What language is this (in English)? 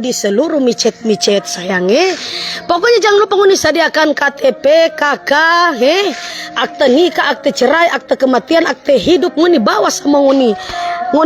Manado Malay